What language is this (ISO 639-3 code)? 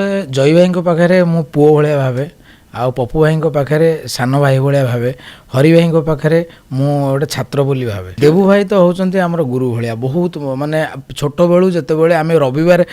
ori